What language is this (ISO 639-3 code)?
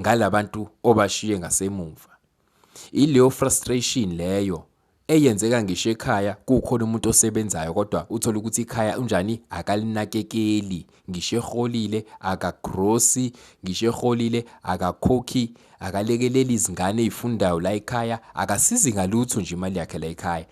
zul